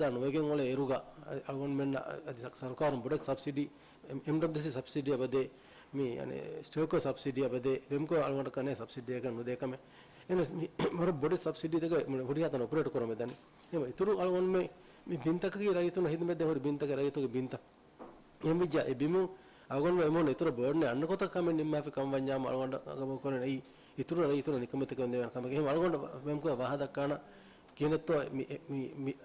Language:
Divehi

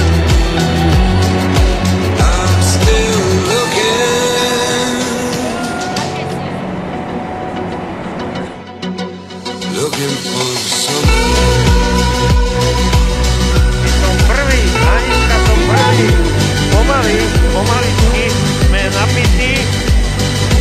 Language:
Slovak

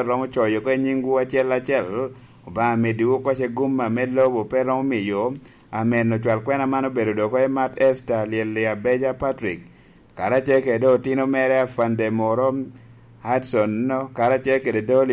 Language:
Lango (Uganda)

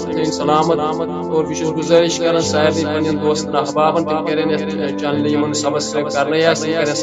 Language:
Kashmiri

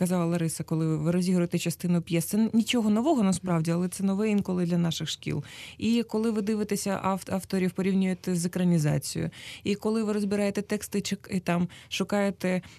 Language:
Ukrainian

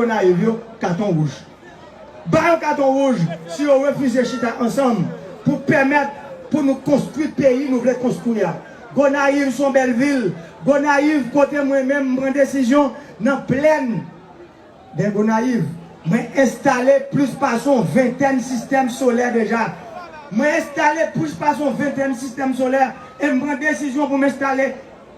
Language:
Haitian Creole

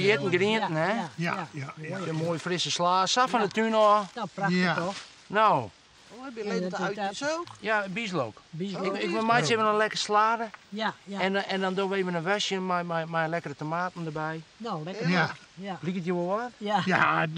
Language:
Western Frisian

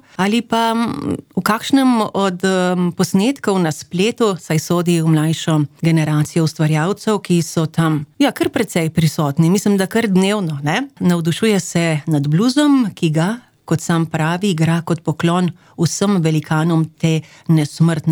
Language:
Slovenian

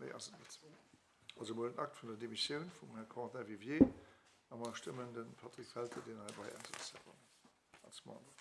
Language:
Luxembourgish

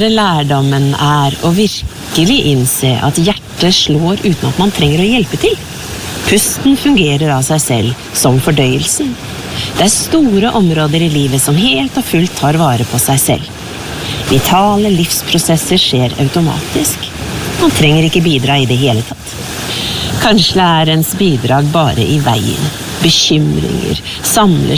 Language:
Norwegian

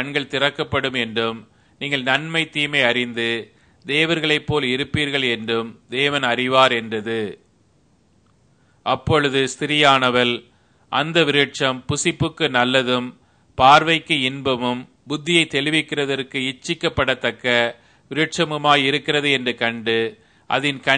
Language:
Tamil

